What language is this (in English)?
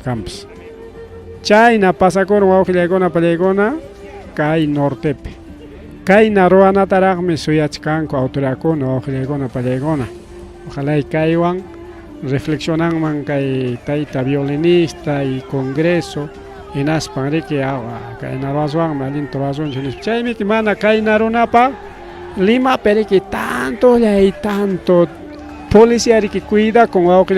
Ayacucho Quechua